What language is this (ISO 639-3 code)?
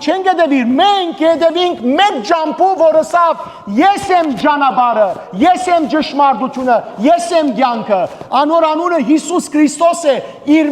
hyw